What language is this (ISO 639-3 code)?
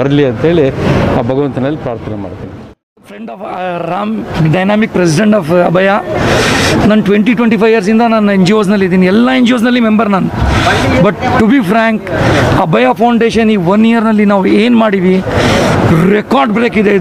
kan